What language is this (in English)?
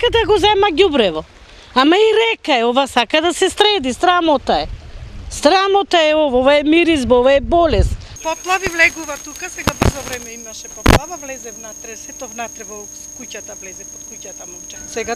Macedonian